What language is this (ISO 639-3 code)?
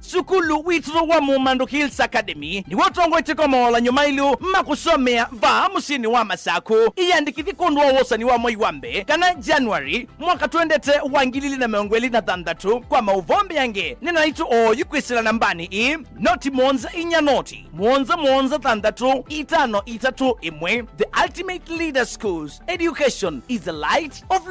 kam